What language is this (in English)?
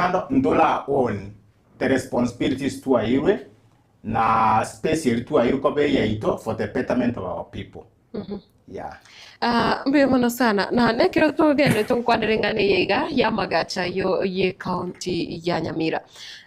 Gusii